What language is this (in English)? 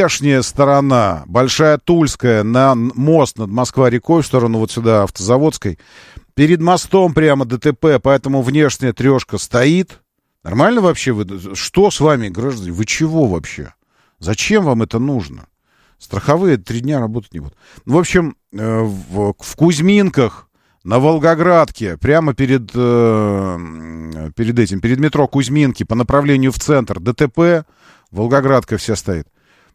Russian